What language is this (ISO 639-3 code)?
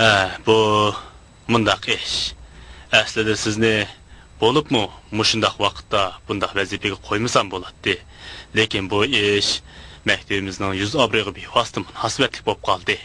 uig